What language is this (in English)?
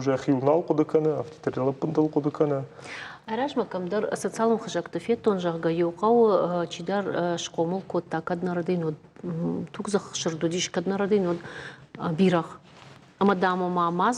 Ossetic